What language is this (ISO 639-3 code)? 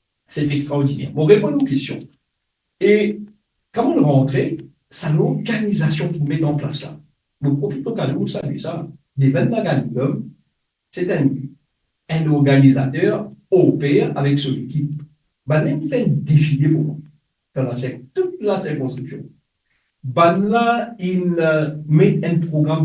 mfe